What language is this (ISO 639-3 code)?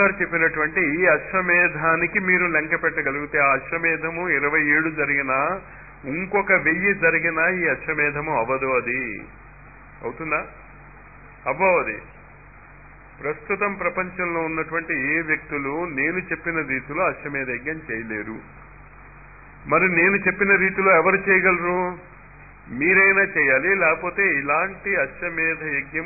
tel